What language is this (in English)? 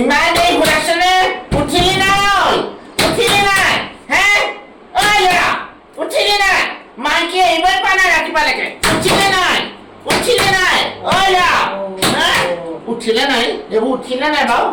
Assamese